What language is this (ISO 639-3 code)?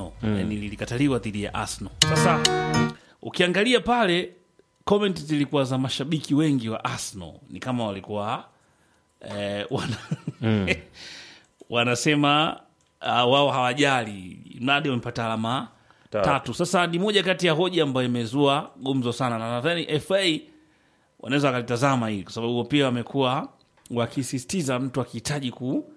swa